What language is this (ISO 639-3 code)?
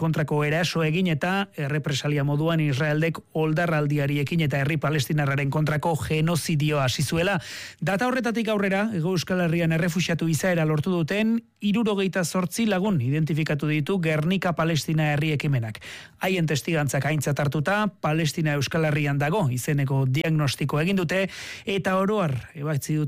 eus